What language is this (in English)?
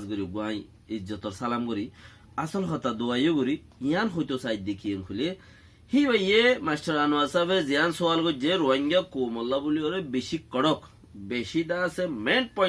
Rohingya